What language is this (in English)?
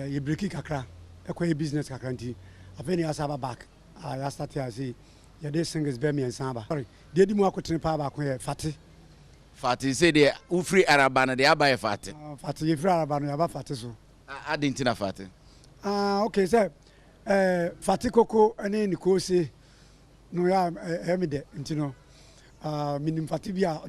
Akan